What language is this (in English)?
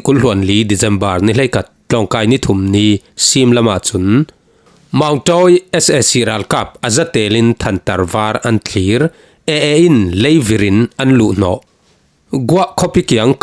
Falam Chin